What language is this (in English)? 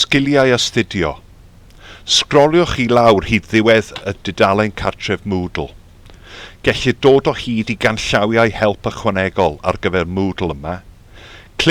Welsh